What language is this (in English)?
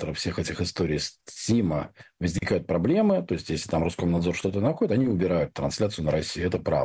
Russian